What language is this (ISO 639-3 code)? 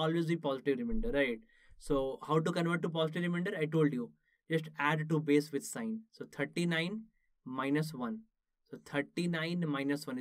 eng